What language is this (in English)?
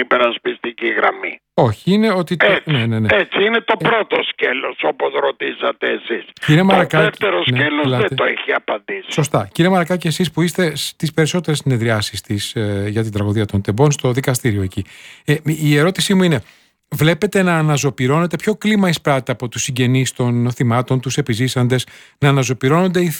Greek